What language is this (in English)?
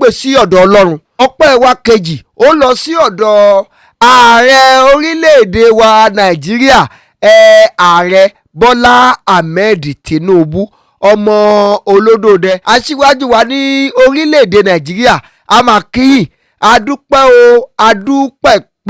Yoruba